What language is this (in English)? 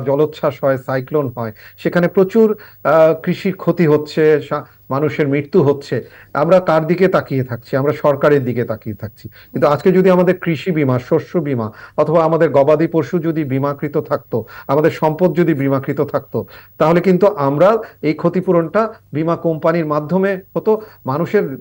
Bangla